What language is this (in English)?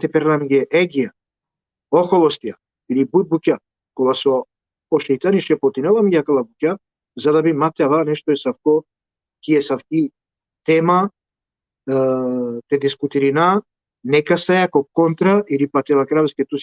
Balkan Romani